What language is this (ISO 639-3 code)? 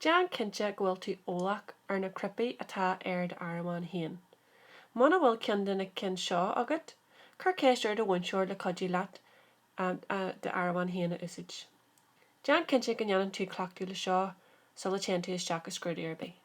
gle